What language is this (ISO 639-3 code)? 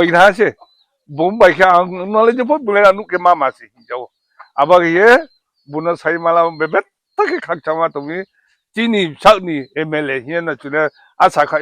ria